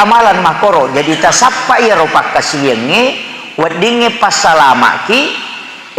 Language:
Buginese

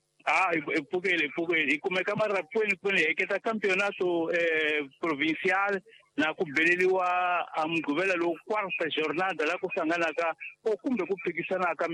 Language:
Tsonga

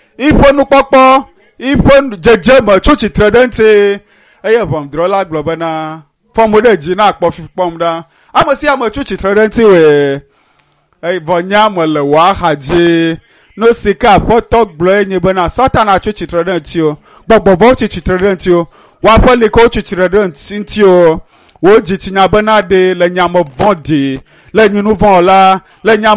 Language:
Ewe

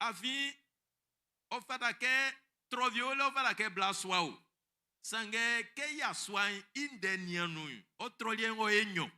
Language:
Baoulé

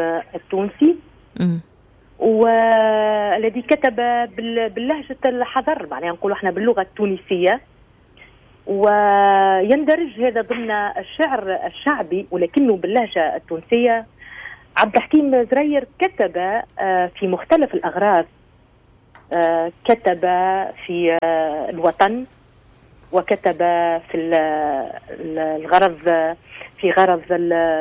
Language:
Tunisian Arabic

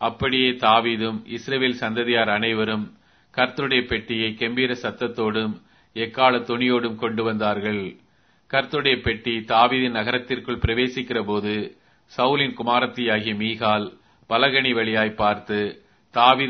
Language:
Tamil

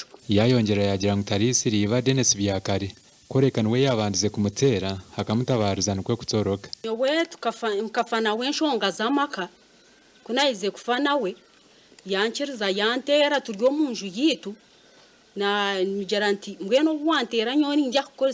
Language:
Nyankole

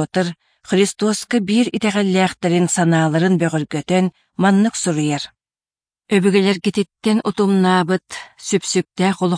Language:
Yakut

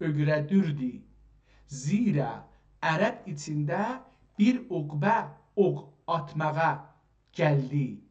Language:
South Azerbaijani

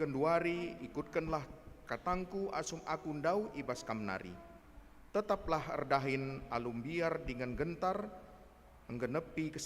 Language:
Batak Karo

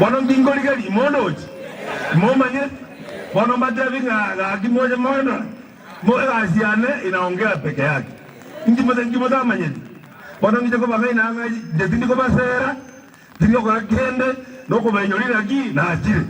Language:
Gusii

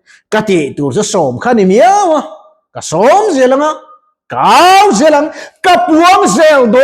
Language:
Mizo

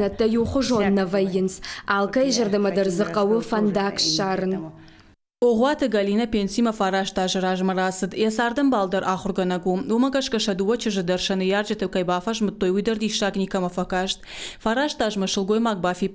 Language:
Ossetic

